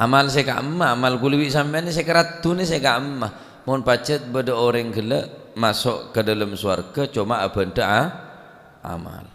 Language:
Madurese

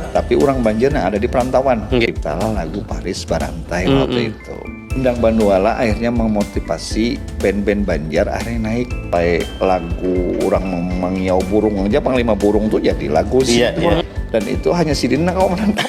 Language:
Banjar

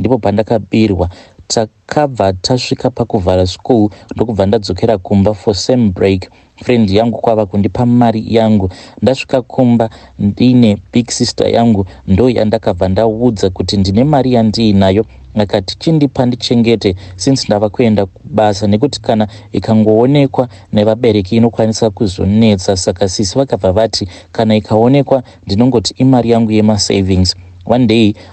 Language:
Shona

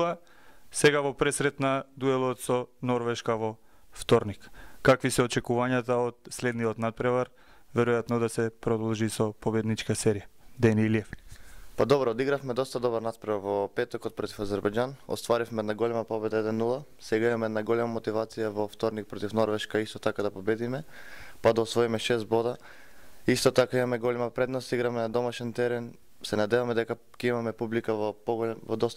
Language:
Macedonian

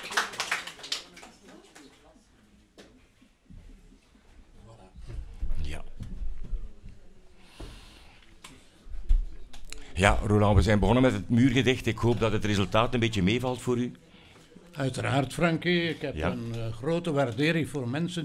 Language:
Dutch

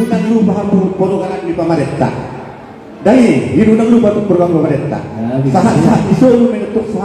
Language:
Batak Toba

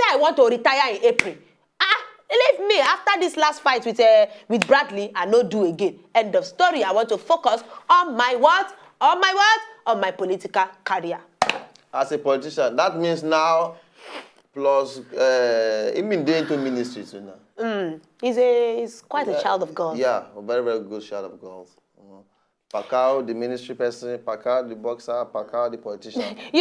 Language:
Nigerian Pidgin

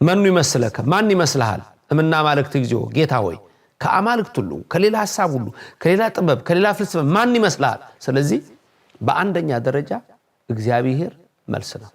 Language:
Amharic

